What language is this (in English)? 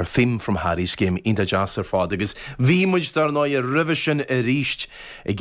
Irish